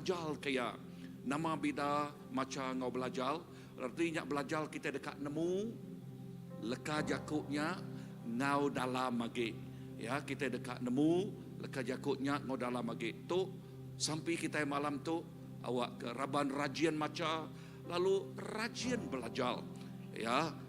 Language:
Iban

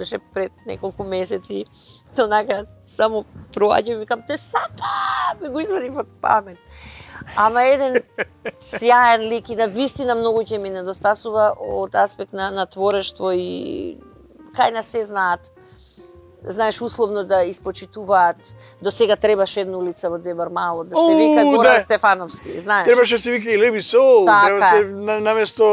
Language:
Macedonian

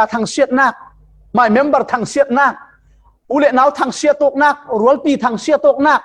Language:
Falam Chin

